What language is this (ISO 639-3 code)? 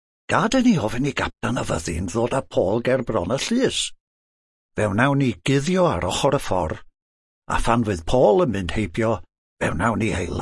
cym